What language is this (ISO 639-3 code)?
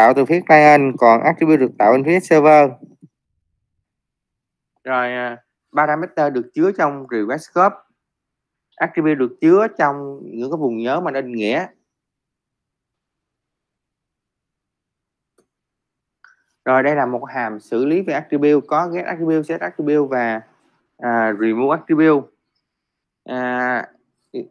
vie